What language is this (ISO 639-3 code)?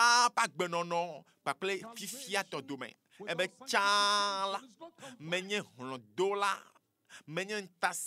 ewe